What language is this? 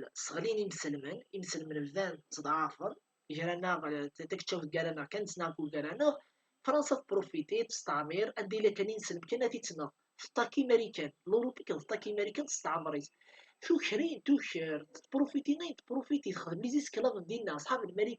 Kabyle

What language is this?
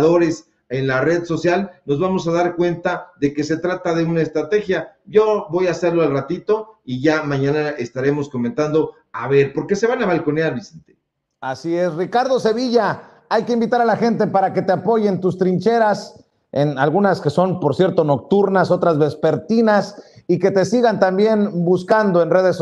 Spanish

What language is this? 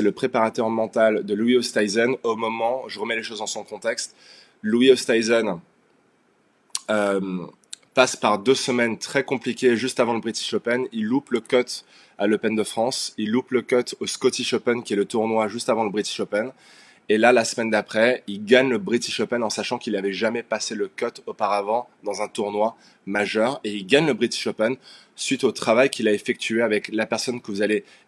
French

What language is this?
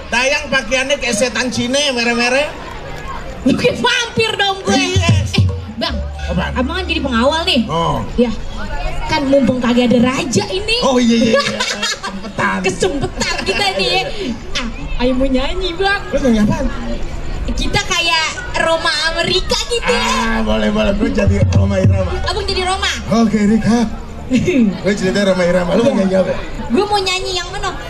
Betawi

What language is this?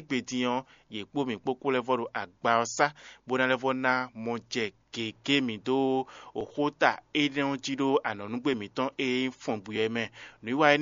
Fon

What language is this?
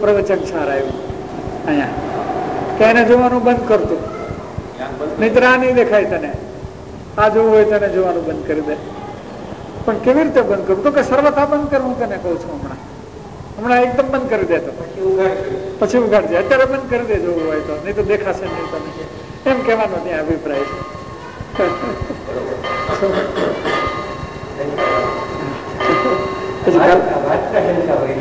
Gujarati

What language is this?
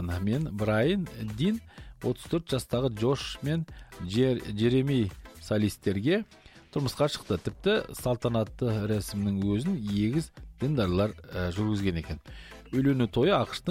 Kazakh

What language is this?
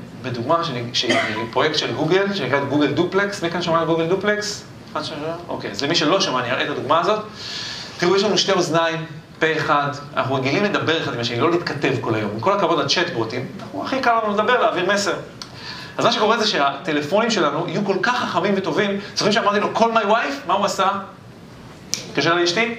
Hebrew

